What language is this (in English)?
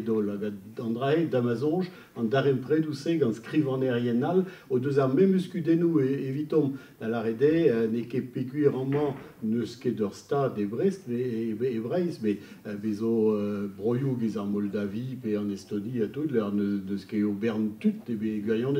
Breton